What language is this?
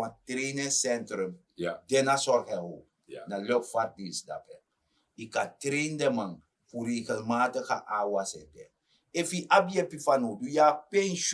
Sranan Tongo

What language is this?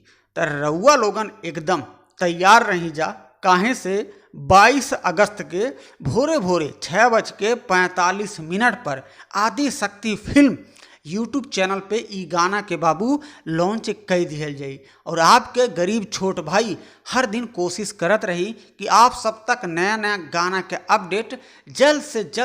Bhojpuri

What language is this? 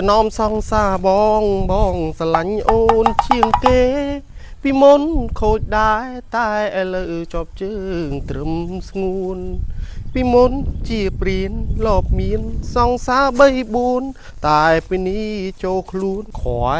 Khmer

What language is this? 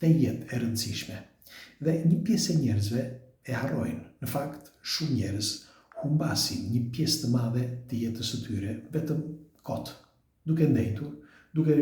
Albanian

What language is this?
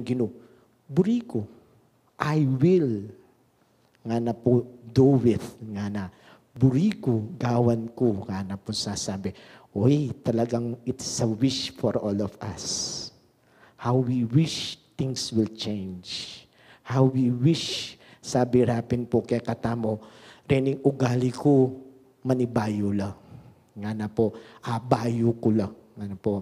Pampanga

